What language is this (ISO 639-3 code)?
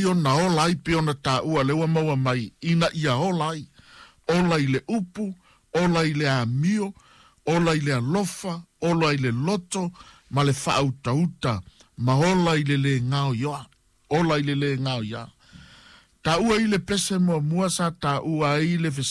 smo